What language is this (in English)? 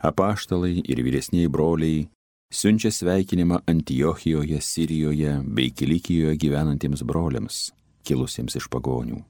Lithuanian